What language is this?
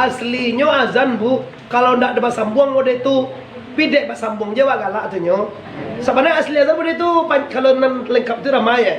Minangkabau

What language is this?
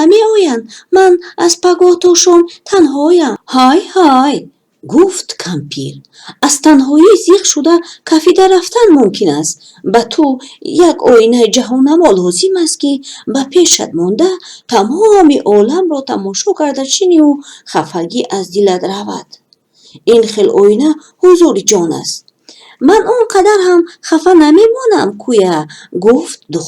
Tajik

